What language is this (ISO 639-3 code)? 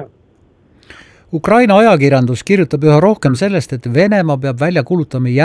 est